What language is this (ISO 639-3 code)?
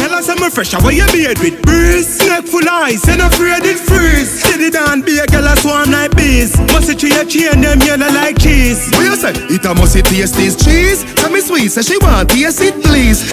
jam